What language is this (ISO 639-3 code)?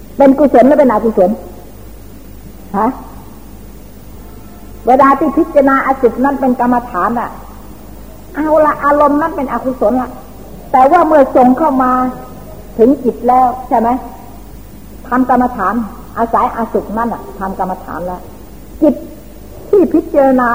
tha